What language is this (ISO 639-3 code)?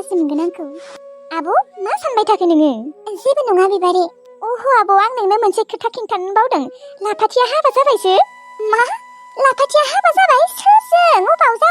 brx